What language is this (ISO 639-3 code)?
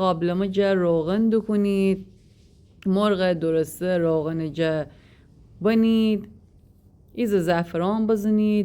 glk